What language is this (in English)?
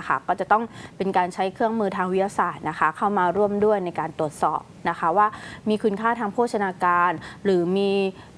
Thai